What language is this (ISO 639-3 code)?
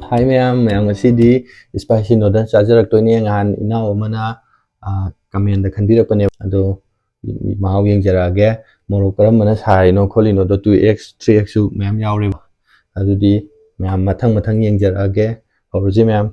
mni